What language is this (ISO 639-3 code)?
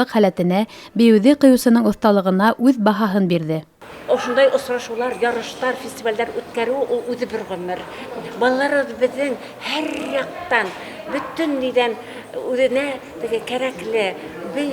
bak